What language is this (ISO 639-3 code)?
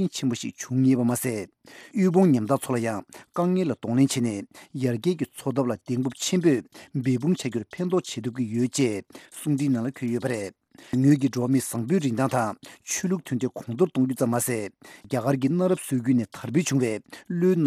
bod